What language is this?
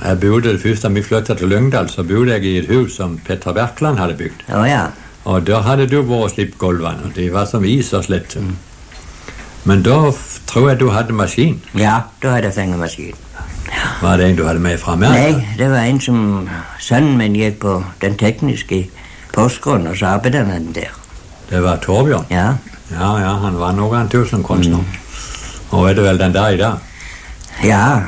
Norwegian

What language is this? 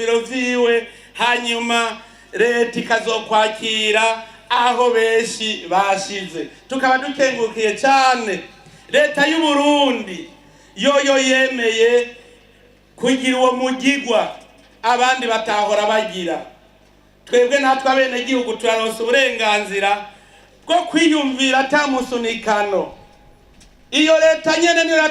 Rundi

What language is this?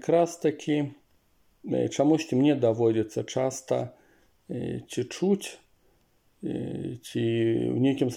Belarusian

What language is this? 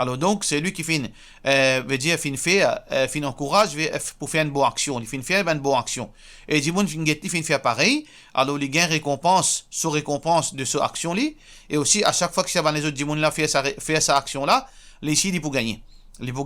Morisyen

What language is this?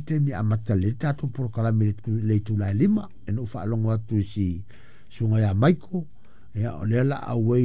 Samoan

